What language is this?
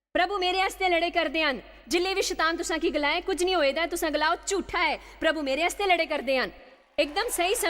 Dogri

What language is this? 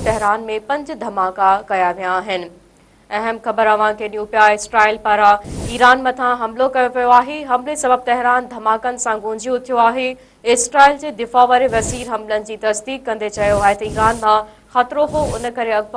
Sindhi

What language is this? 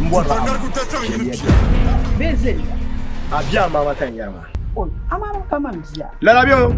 Dagbani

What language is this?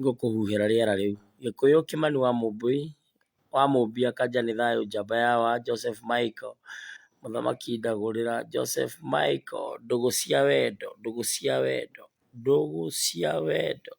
Kikuyu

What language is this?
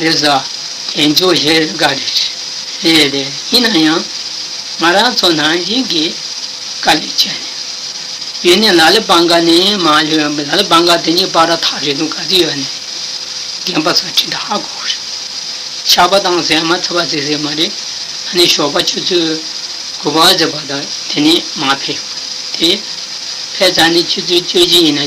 Tibetan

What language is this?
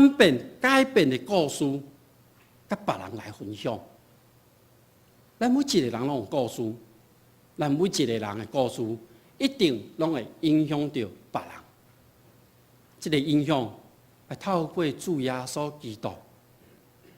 Min Nan Chinese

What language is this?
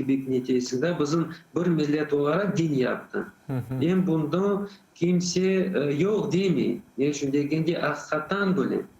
Crimean Tatar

